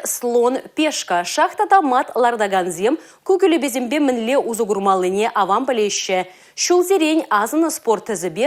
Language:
Chuvash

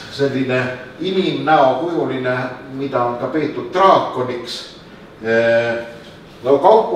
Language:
Estonian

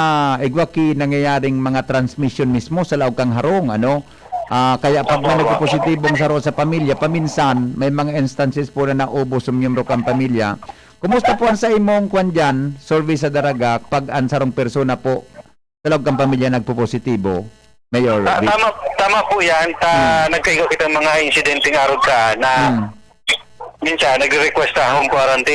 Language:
Bikol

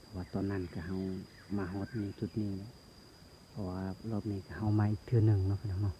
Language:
Lao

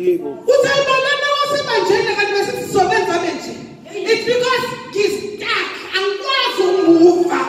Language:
Zulu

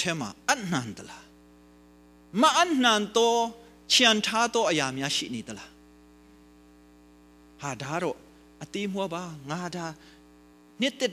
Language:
Burmese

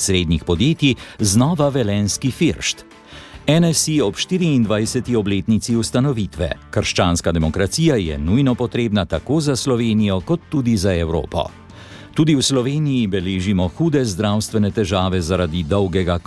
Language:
Slovenian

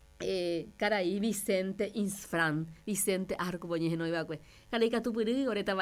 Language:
Guarani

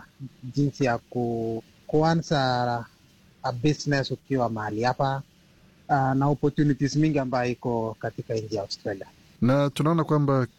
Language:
Swahili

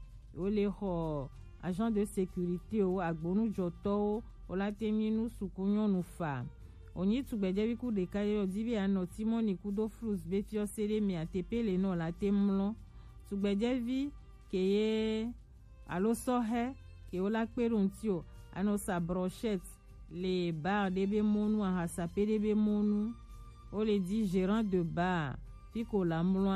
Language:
Gen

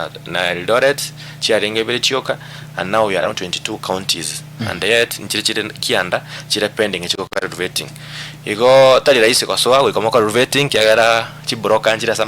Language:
Gusii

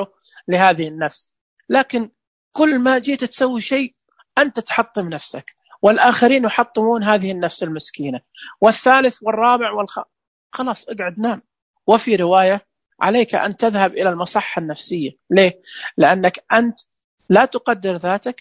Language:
Najdi Arabic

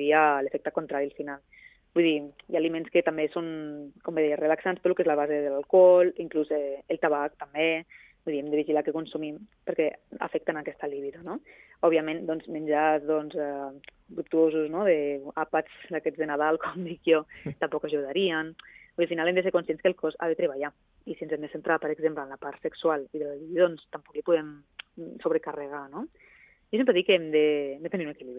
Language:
Catalan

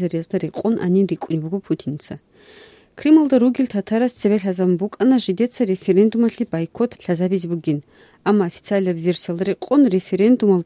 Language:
Avaric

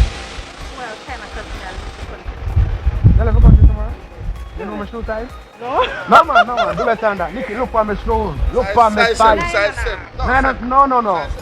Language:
Jamaican Creole English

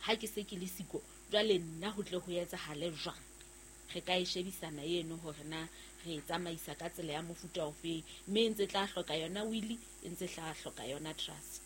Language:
Southern Sotho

